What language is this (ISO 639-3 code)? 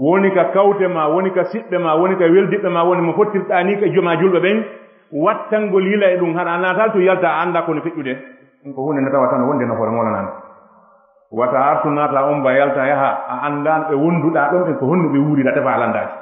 ful